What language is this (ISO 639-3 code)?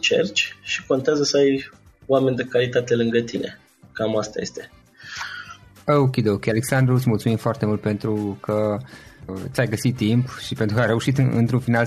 ron